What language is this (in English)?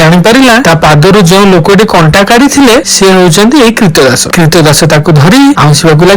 Odia